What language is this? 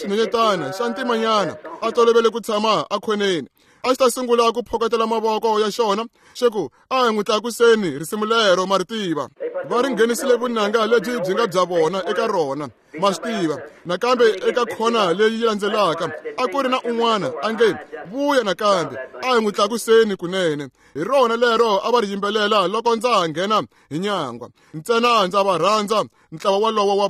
Tsonga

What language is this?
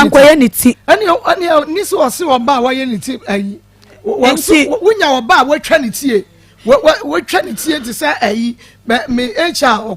Akan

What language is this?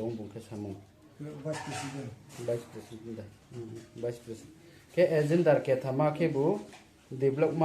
Riang (India)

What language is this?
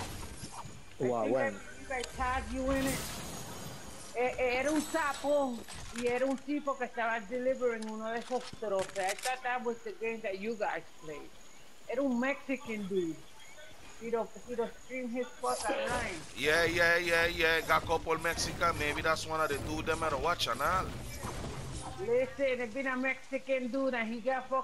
English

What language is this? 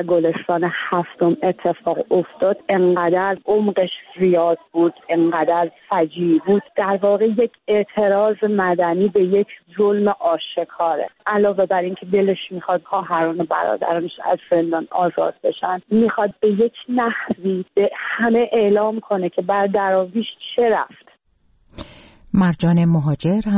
Persian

